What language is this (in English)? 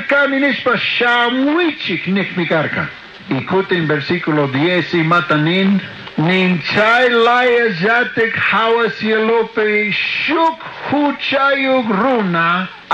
Chimborazo Highland Quichua